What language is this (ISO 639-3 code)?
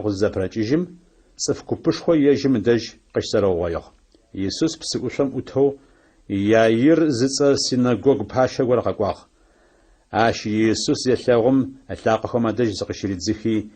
ady